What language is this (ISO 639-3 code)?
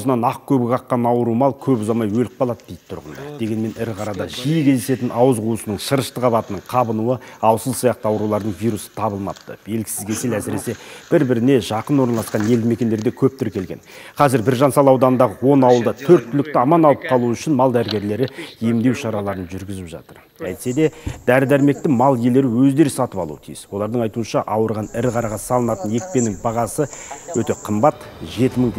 kaz